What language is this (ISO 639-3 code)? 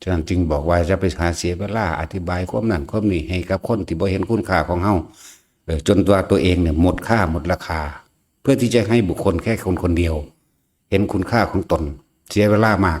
lao